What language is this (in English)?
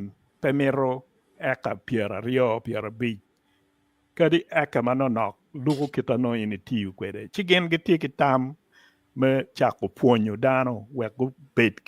Acoli